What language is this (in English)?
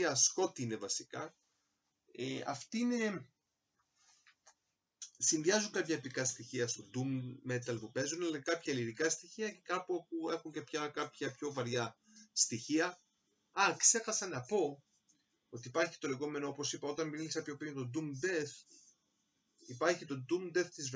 Greek